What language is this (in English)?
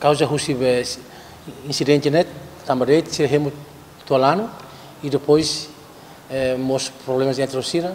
Tetum